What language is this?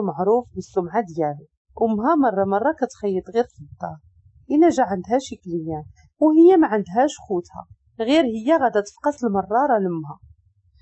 Moroccan Arabic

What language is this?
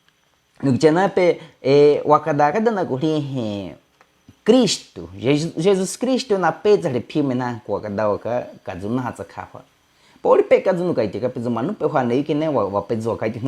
Baniwa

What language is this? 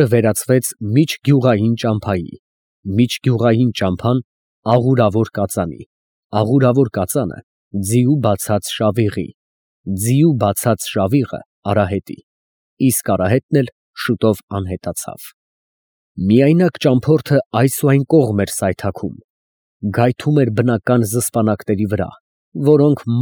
Armenian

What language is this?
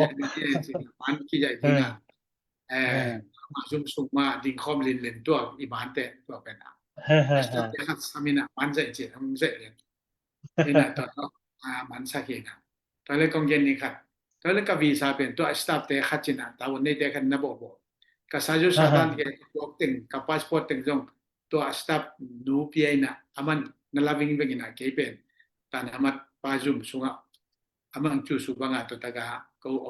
Tedim Chin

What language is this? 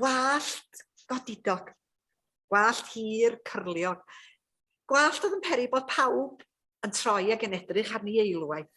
Welsh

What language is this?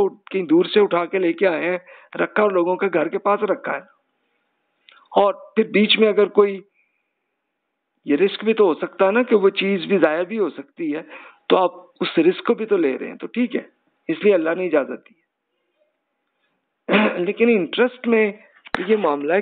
Urdu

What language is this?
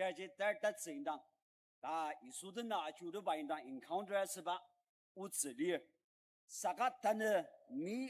Ao Naga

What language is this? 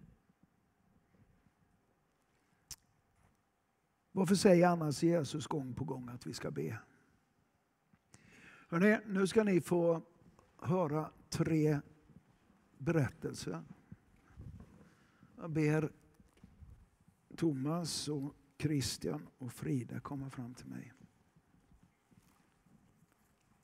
Swedish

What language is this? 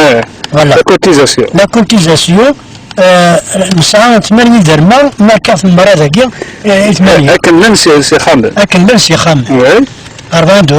Kabyle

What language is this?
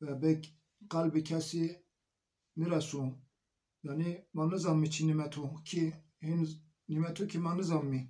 Zaza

